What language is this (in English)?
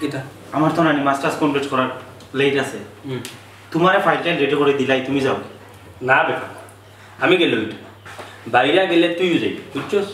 Sylheti